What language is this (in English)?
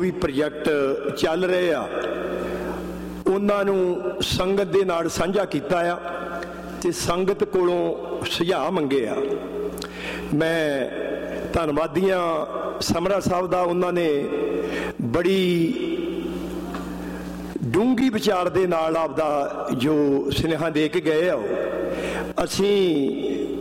Punjabi